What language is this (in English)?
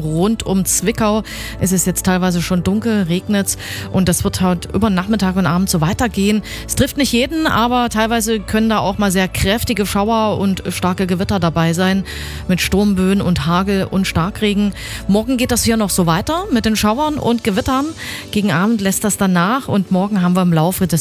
German